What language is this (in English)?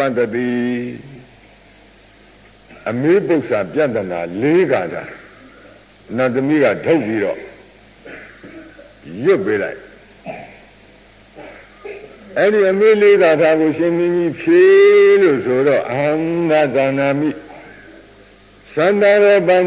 Burmese